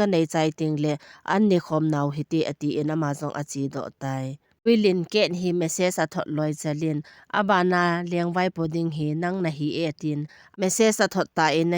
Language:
Thado Chin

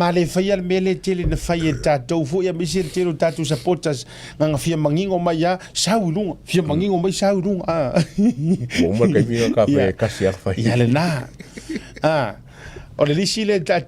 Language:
Samoan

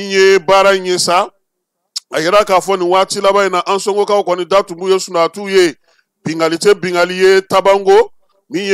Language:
Bambara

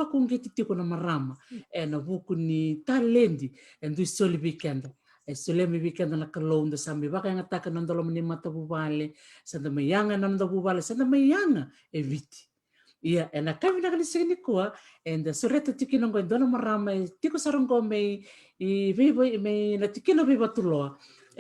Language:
Fijian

